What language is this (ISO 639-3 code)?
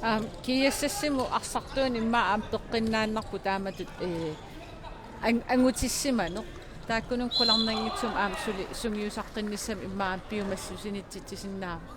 kal